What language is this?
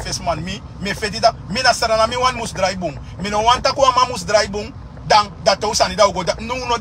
Sranan Tongo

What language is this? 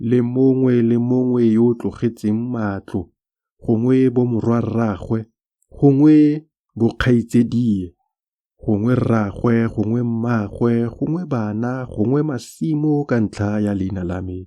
Tswana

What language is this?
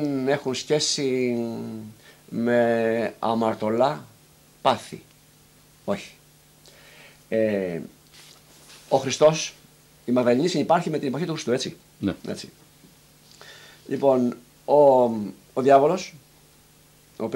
Greek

